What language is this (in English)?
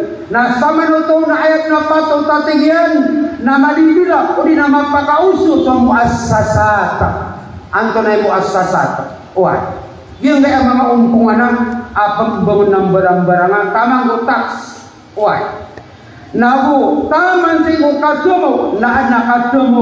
Maranao